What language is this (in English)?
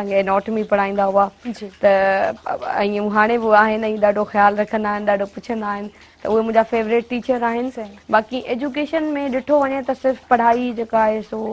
Sindhi